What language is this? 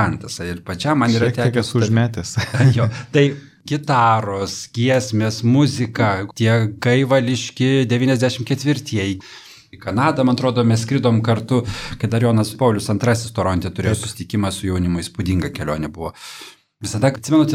Lithuanian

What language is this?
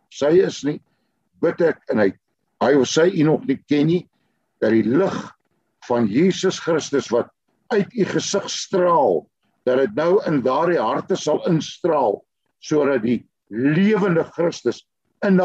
Afrikaans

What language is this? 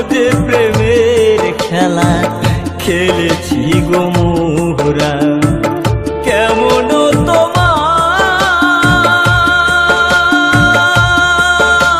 Bangla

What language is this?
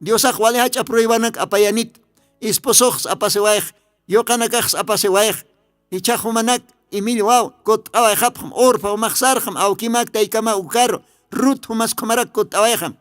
Aymara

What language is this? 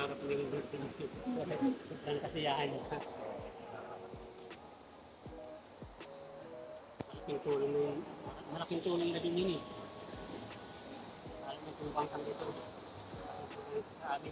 Filipino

